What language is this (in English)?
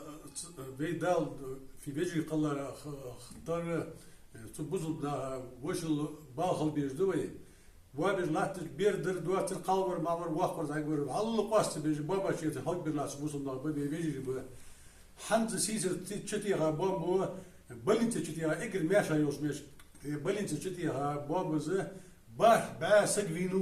Ingush